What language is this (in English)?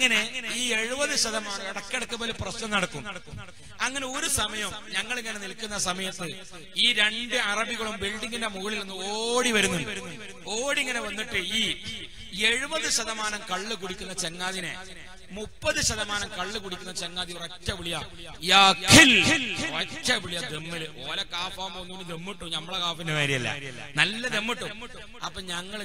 Malayalam